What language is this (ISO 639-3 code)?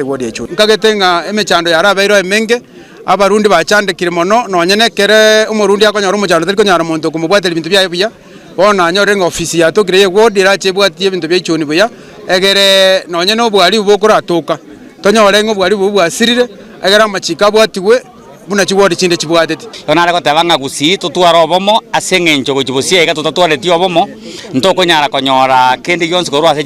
guz